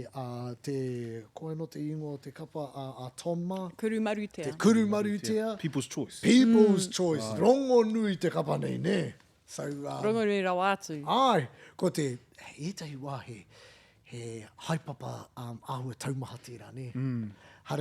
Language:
Māori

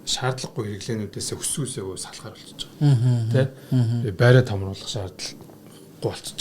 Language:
Mongolian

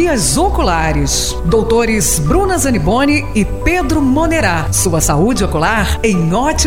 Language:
Portuguese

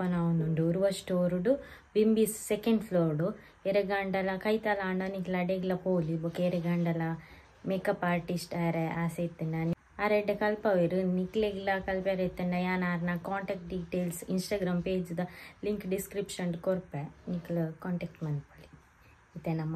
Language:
Tulu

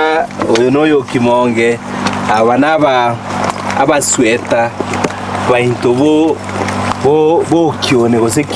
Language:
Gusii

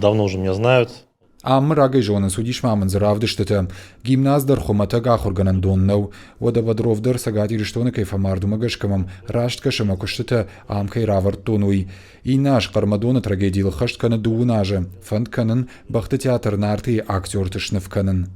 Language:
Ossetic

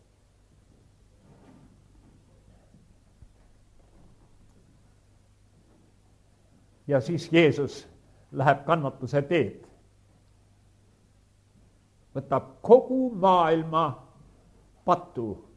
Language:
Estonian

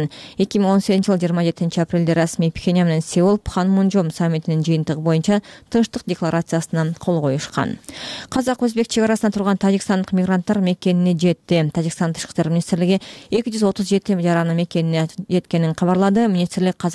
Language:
Kyrgyz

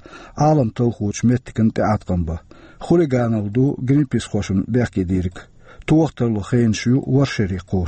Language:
Chechen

